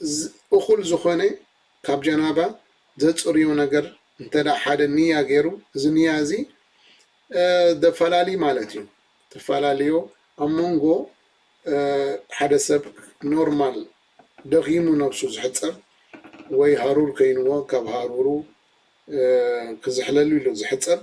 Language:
Tigrinya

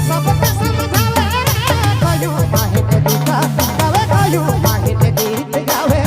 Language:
Sadri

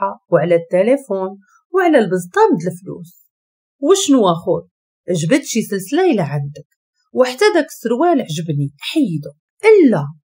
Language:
Moroccan Arabic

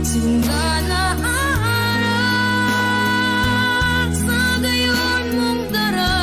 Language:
Bikol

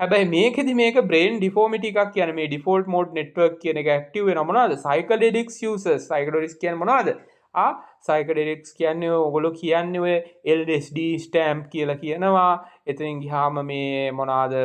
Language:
Sinhala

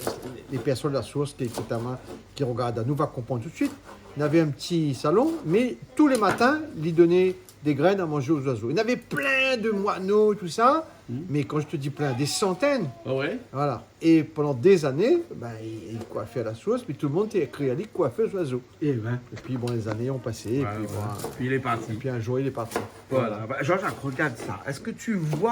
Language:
Réunion Creole French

